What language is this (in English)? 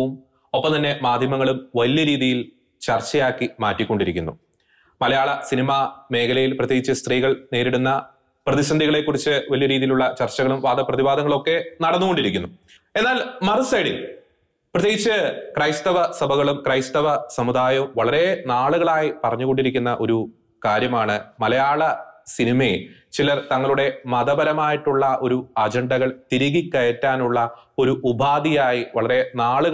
Malayalam